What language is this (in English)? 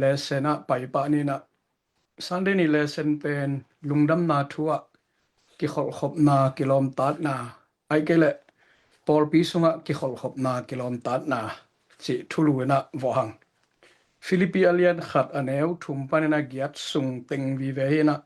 Tedim Chin